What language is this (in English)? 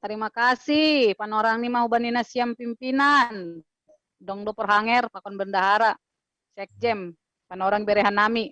Batak Simalungun